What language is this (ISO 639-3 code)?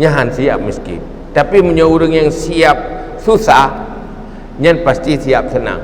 ace